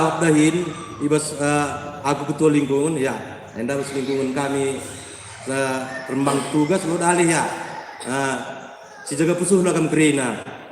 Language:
Batak Karo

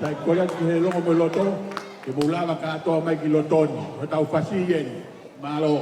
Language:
Tongan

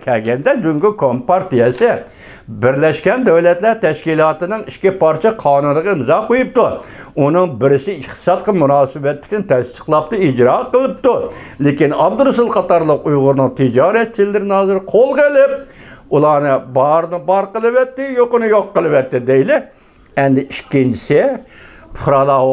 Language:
Uyghur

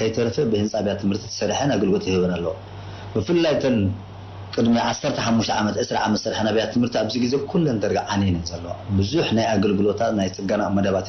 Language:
Tigrinya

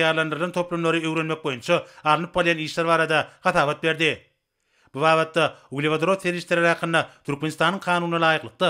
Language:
Turkmen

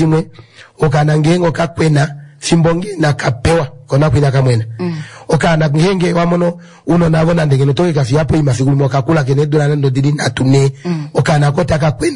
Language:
Kuanyama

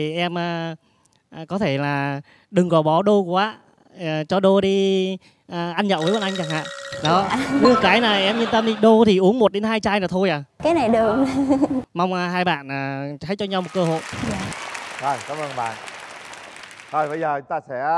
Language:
Vietnamese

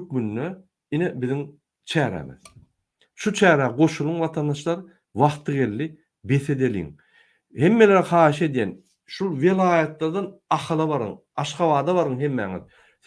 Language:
Turkmen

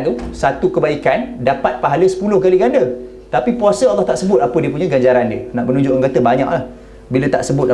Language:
Malay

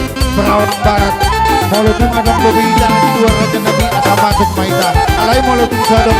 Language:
Batak Toba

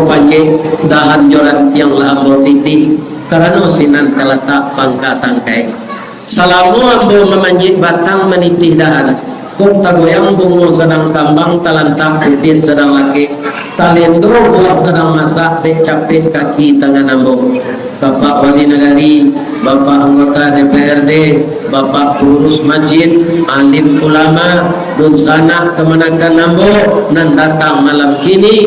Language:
Minangkabau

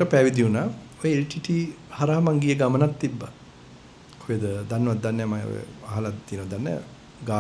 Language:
Sinhala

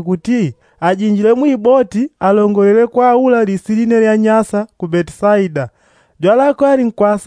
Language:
Yao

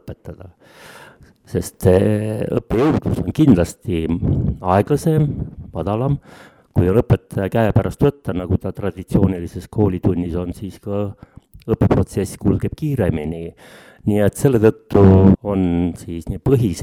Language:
Estonian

